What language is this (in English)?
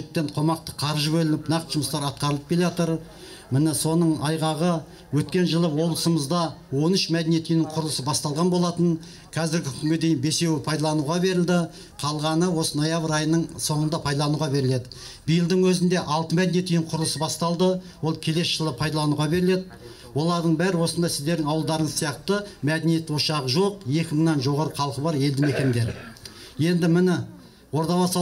Kazakh